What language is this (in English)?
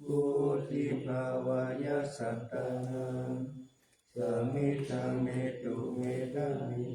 Pali